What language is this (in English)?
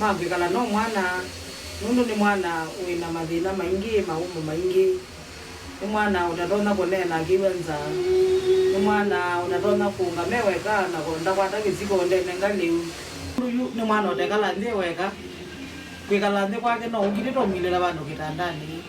Kamba